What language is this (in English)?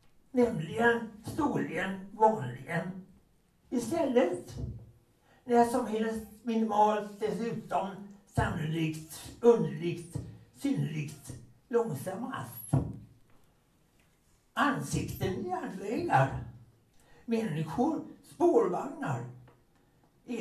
Swedish